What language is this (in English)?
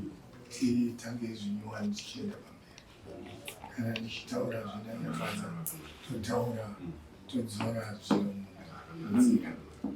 Shona